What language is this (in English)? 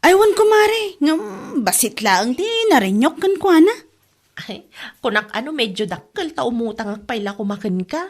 Iloko